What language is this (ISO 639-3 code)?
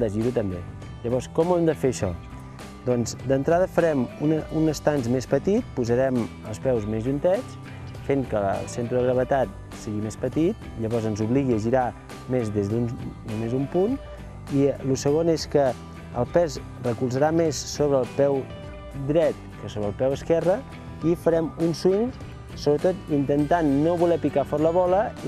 cat